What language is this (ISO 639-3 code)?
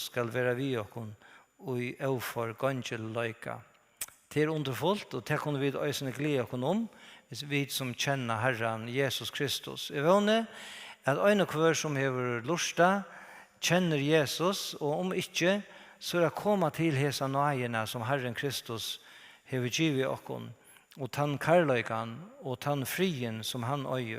fao